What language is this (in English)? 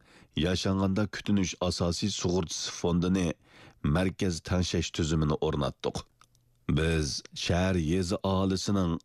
Uyghur